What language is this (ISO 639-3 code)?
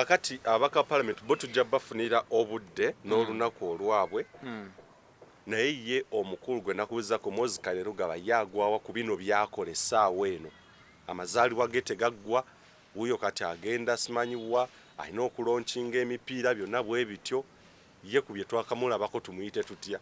lug